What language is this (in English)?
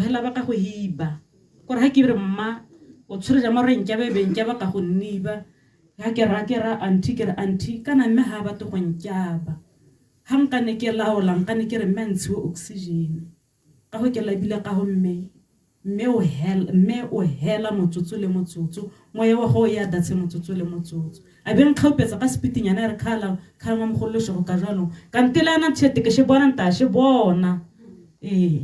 Tswana